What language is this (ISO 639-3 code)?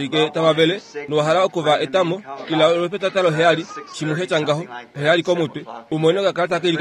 kua